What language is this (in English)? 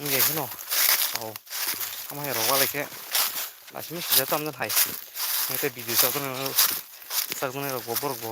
Kok Borok